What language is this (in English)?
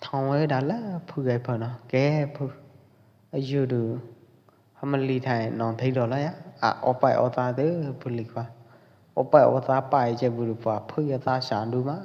Pwo Eastern Karen